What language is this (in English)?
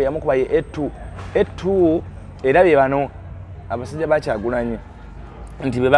Ganda